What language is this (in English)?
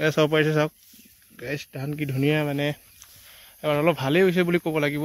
Assamese